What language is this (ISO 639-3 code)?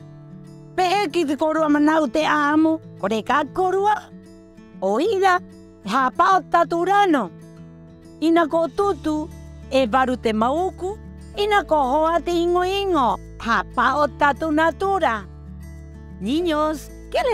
rap